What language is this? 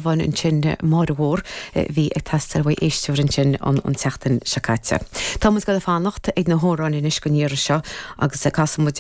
Irish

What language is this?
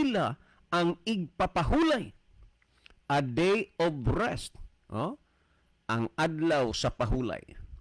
Cebuano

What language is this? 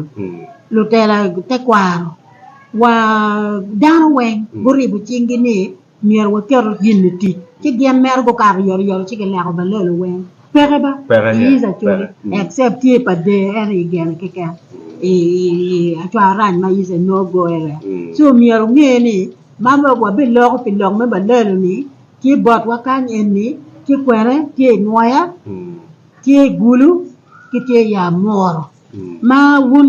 Acoli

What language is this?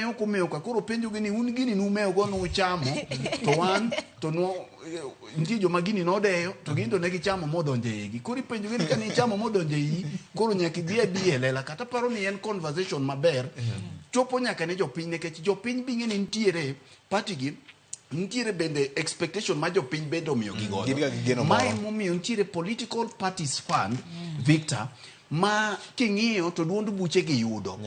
Luo (Kenya and Tanzania)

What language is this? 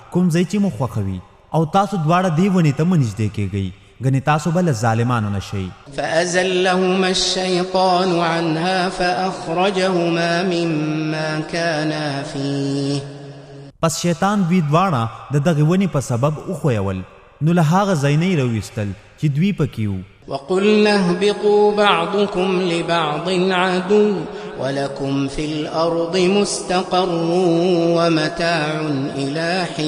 Pashto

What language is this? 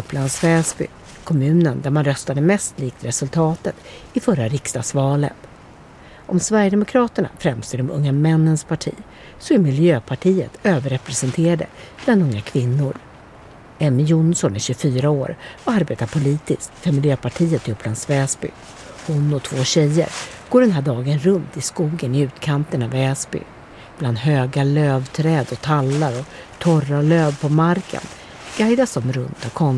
Swedish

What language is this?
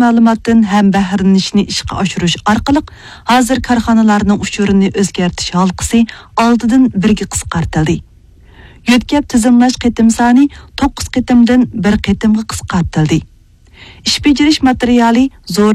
Uyghur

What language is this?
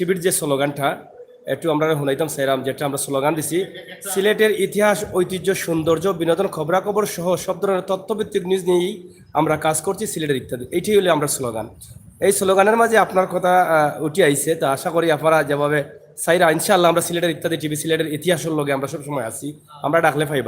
Sylheti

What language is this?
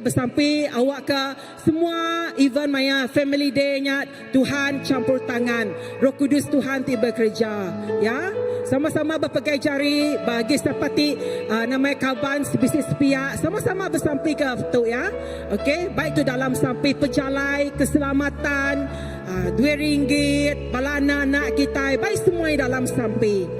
Iban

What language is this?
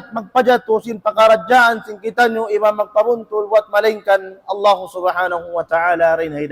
Tausug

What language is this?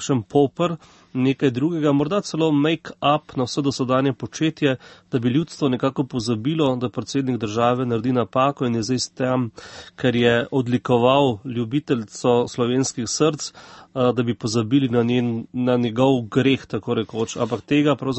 Slovenian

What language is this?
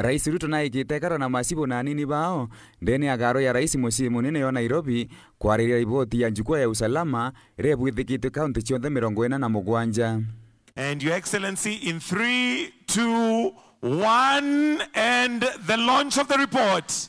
Meru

